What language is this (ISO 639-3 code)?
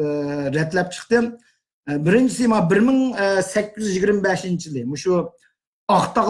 uig